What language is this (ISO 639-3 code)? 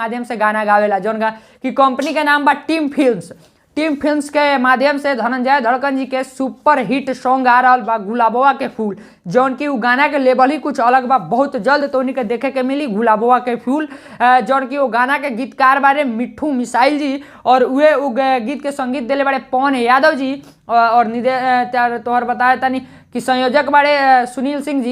bho